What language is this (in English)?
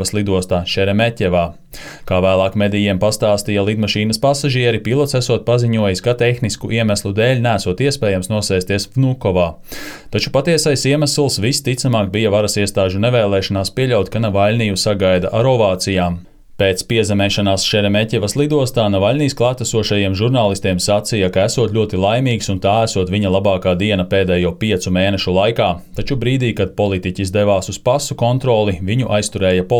Latvian